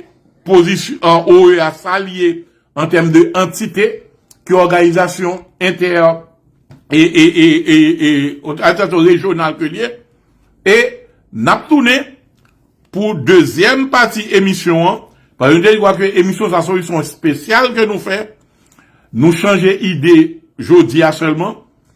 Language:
Haitian Creole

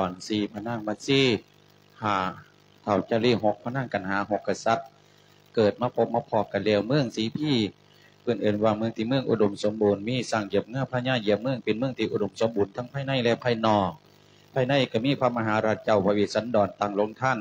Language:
Lao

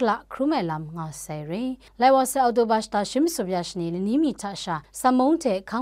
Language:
Kachin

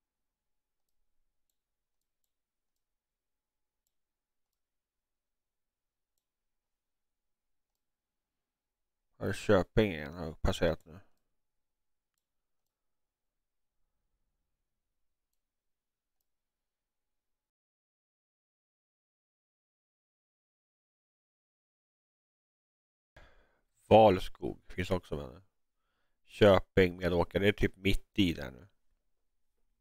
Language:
Swedish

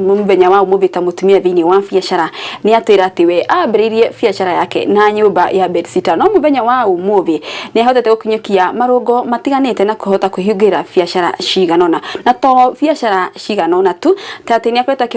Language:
Kikuyu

